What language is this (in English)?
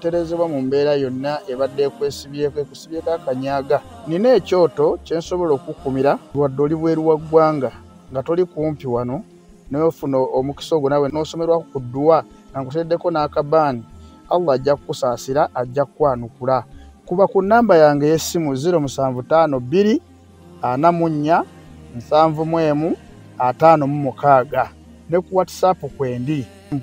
Ganda